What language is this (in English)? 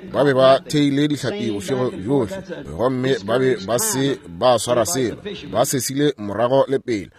Northern Sotho